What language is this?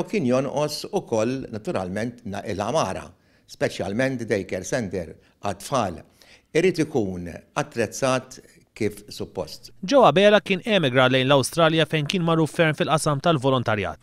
Maltese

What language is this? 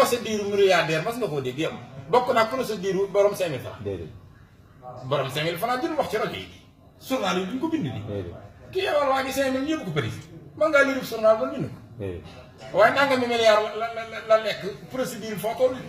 Wolof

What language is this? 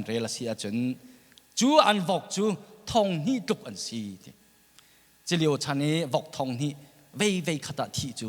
Hakha Chin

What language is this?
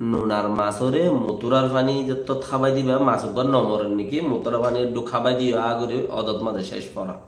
Rohingya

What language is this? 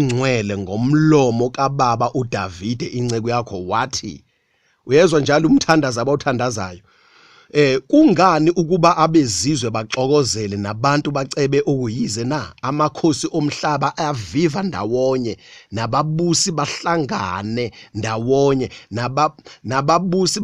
Zulu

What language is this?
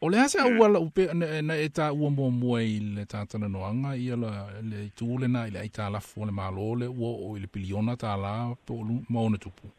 Samoan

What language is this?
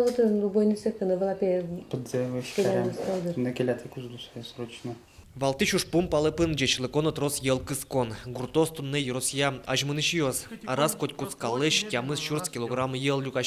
Udmurt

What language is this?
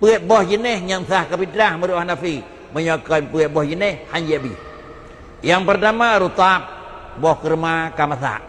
Achinese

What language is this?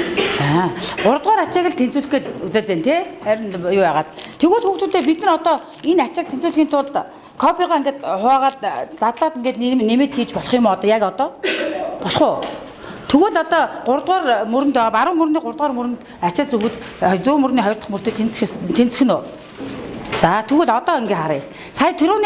Mongolian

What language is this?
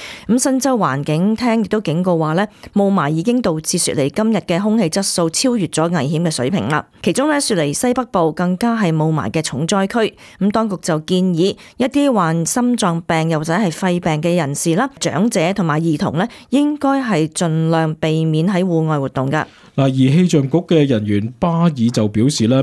Cantonese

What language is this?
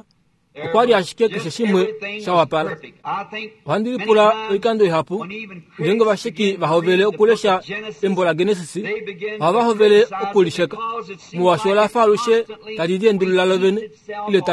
Kuanyama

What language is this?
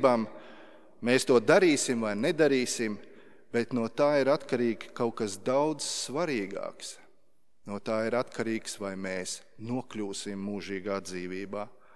Latvian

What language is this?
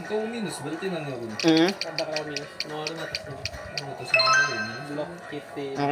Banjar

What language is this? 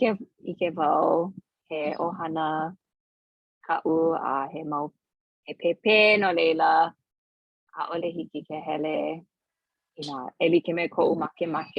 Hawaiian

